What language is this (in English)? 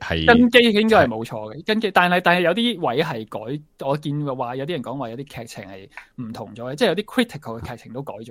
Cantonese